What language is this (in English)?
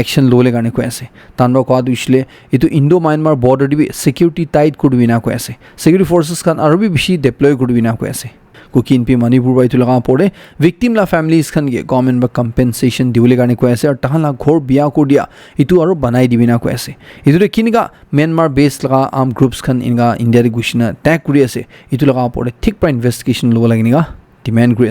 Naga Pidgin